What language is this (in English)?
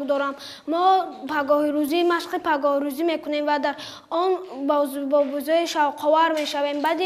Tajik